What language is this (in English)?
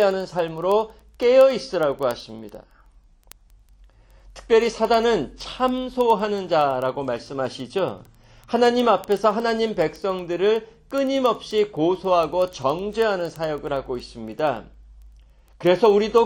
Korean